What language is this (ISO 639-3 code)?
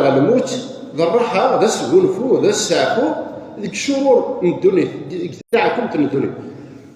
kab